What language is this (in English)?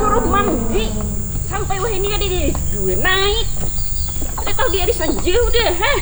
Banjar